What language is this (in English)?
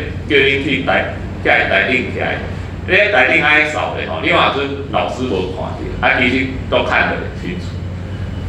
Min Nan Chinese